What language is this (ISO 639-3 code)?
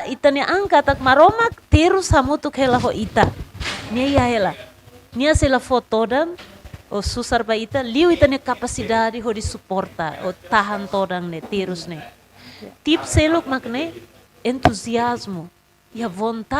tet